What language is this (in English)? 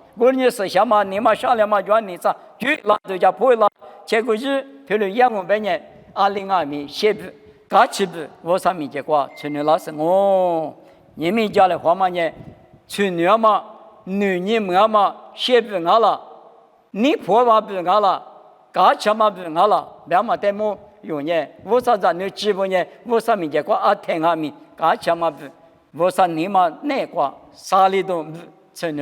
Lisu